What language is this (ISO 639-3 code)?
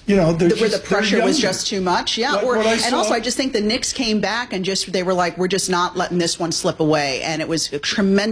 eng